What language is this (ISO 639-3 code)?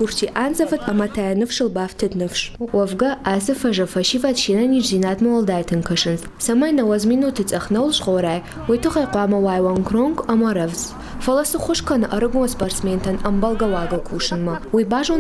oss